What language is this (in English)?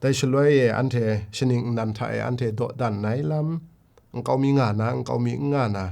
Kachin